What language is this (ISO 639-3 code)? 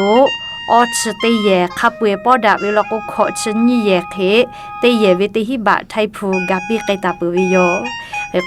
lhu